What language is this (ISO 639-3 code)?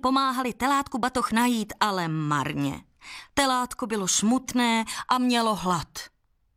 ces